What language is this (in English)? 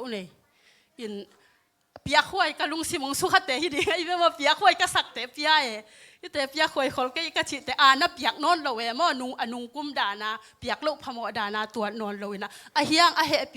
Tedim Chin